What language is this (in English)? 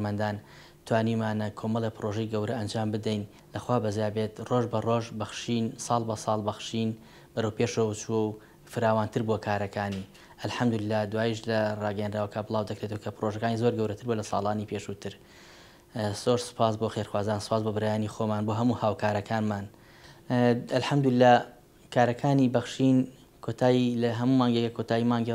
Central Kurdish